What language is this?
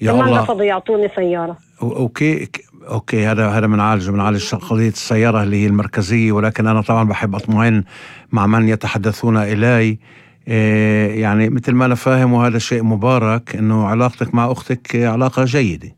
North Levantine Arabic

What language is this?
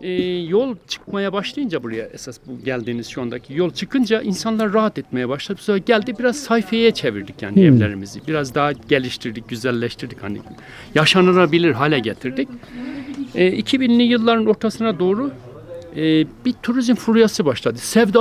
Turkish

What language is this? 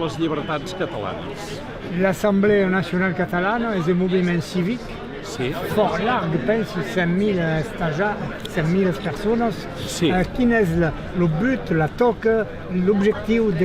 Occitan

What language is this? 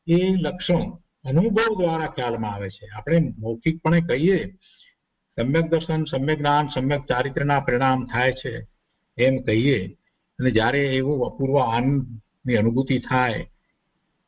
Gujarati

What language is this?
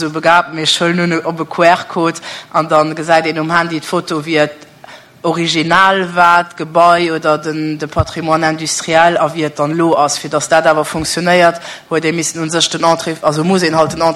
Luxembourgish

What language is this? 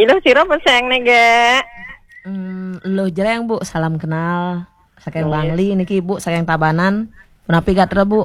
Balinese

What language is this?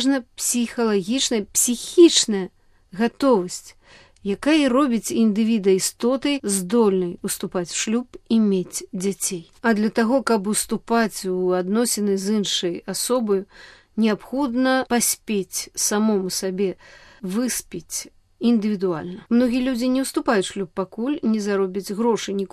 Belarusian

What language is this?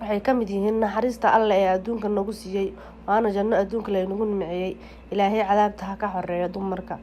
Somali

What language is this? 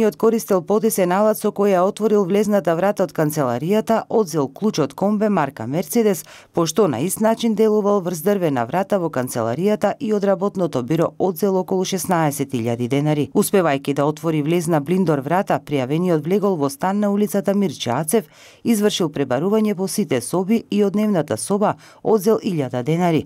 Macedonian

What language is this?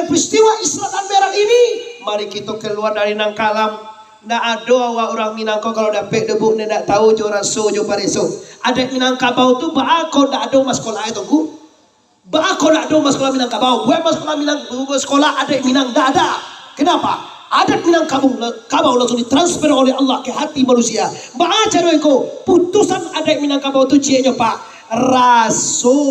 Minangkabau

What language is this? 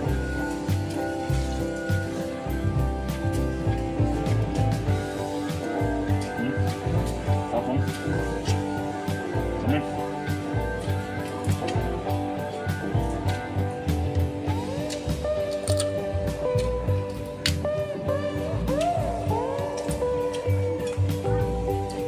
Filipino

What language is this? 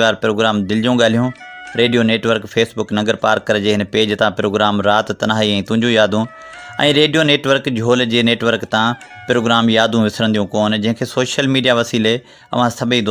Sindhi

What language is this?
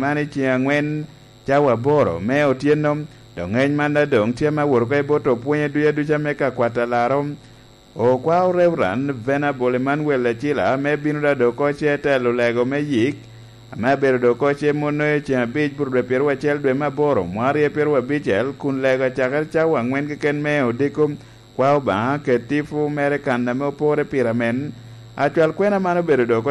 Lango (Uganda)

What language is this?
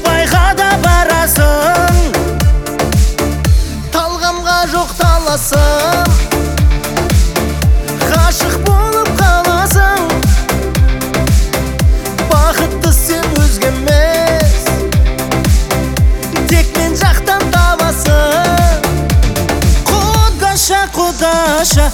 Kazakh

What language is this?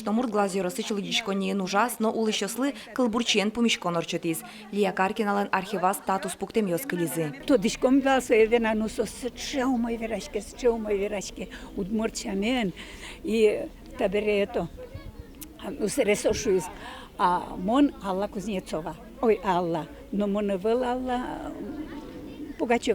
Udmurt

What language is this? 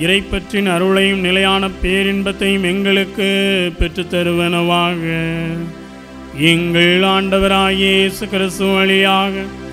Tamil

